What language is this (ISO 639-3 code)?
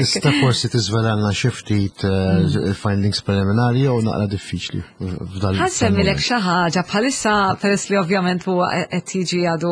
mlt